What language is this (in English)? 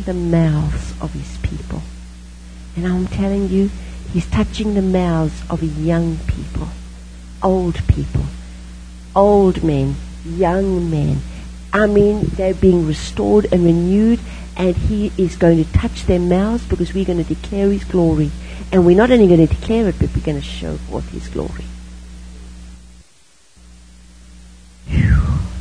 English